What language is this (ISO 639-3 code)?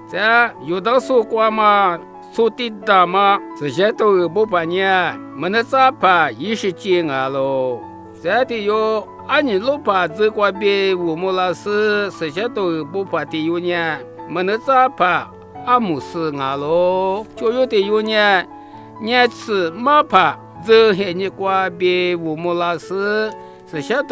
lis